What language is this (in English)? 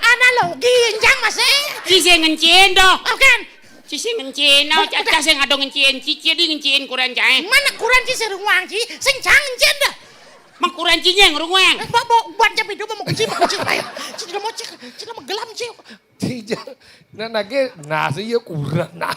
Balinese